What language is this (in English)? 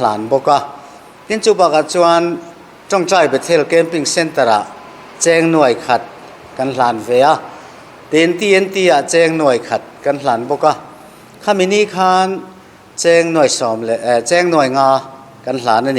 Mizo